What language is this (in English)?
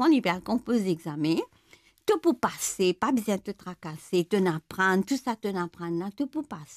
Morisyen